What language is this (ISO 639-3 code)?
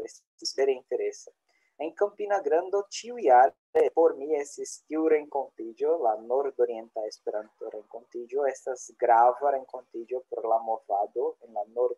epo